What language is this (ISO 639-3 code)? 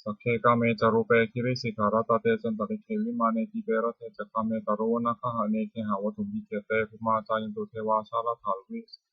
pli